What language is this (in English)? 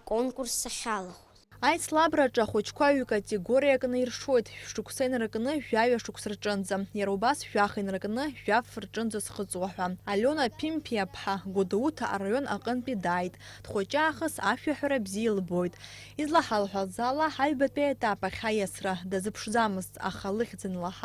Abkhazian